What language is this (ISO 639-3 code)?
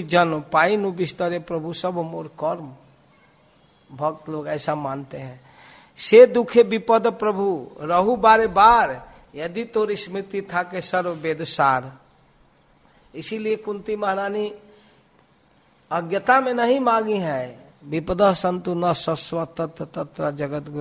hin